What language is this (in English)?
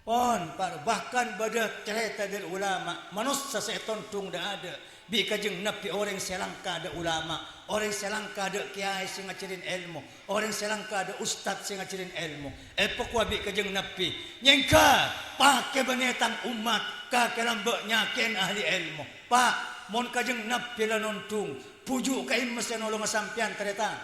Madurese